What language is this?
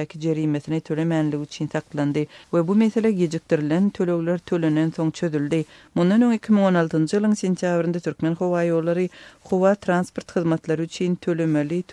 Turkmen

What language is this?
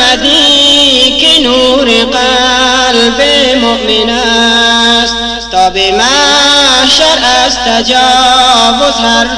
Persian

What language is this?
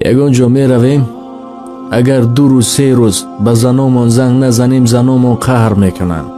Tajik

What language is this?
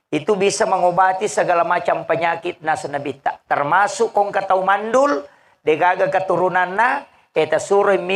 Buginese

